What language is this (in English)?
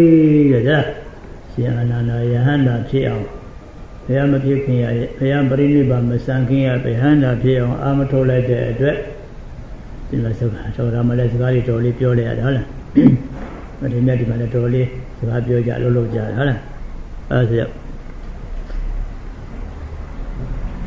Burmese